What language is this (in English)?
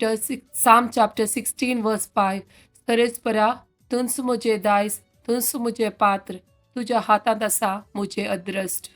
Konkani